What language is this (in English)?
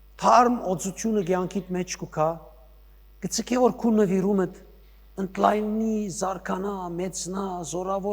Western Armenian